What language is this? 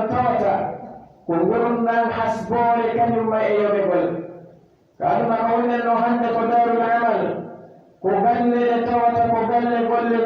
Pular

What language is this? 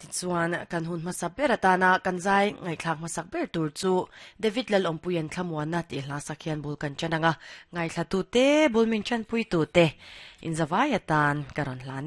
Mizo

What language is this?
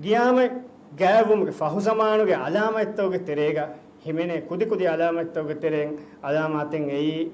Divehi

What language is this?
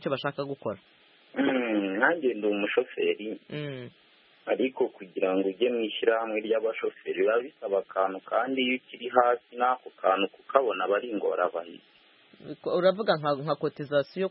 Kinyarwanda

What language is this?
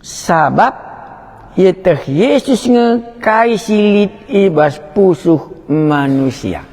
Batak Karo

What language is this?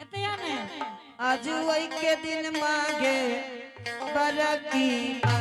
Angika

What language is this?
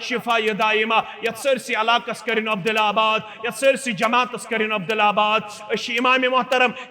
Kashmiri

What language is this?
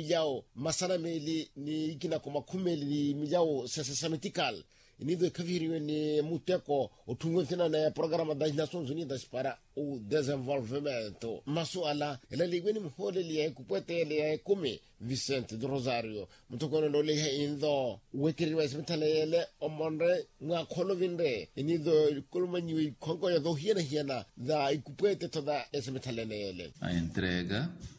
Makhuwa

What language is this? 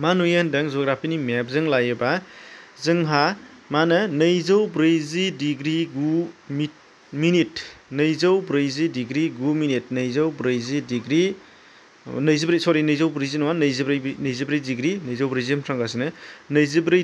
Bodo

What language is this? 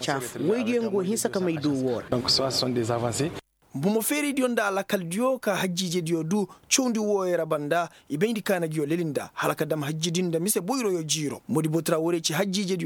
Koyraboro Senni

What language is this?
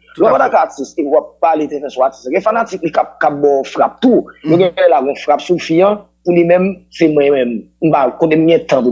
Haitian Creole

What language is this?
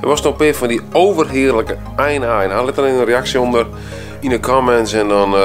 Western Frisian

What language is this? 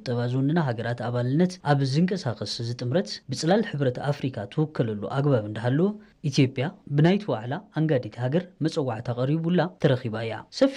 Tigrinya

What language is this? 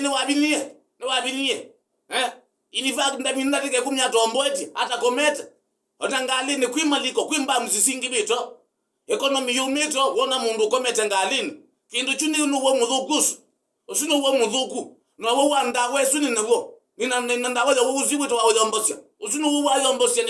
Kamba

